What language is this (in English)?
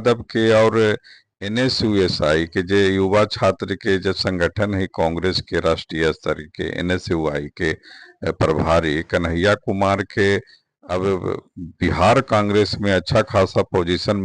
Magahi